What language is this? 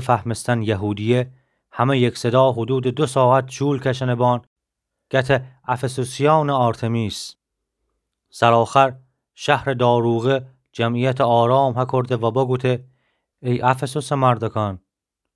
Gilaki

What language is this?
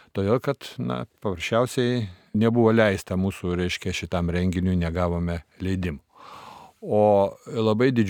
Lithuanian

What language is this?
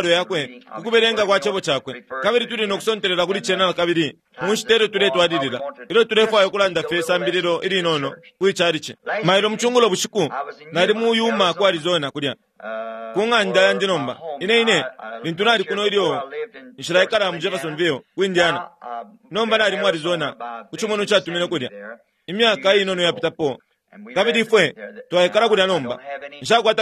Bemba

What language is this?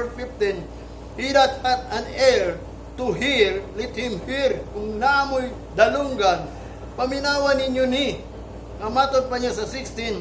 Cebuano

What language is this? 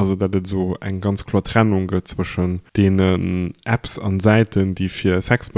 Luxembourgish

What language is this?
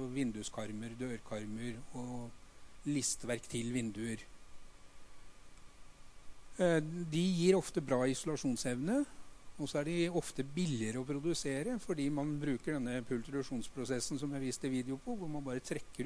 Norwegian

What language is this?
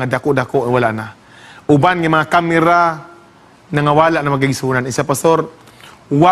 Cebuano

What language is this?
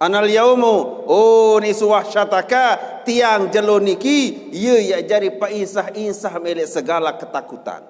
Sasak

